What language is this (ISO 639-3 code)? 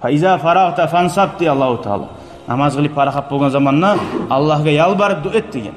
kum